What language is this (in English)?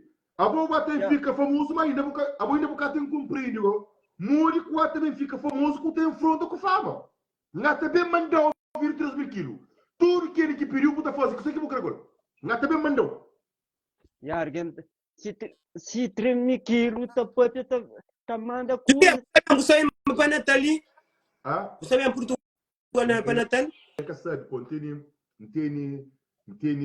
Kabuverdianu